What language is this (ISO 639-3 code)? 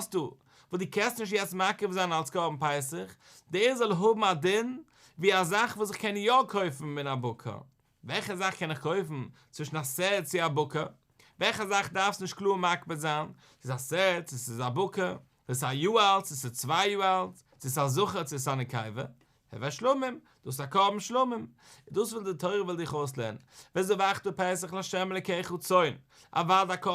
yid